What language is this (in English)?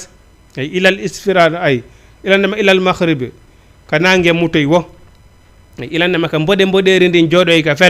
Fula